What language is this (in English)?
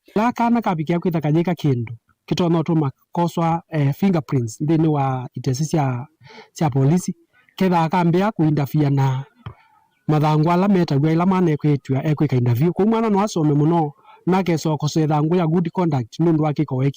Kamba